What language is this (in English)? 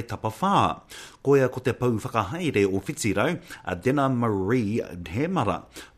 Māori